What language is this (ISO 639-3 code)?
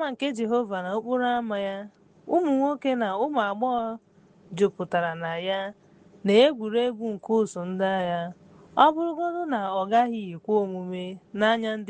ibo